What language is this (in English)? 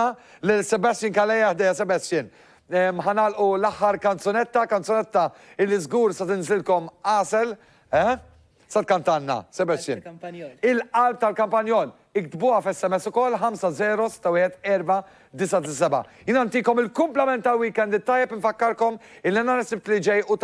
Maltese